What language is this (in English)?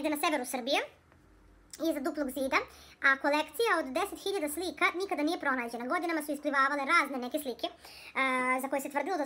Serbian